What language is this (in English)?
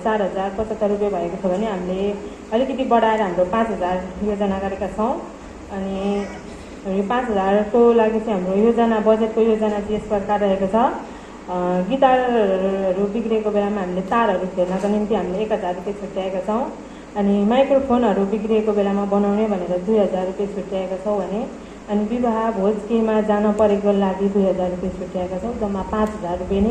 Nepali